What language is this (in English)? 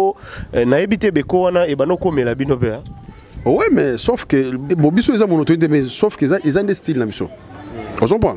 Lingala